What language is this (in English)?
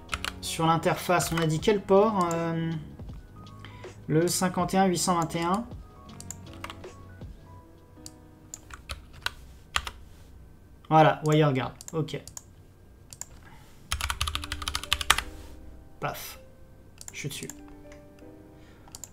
French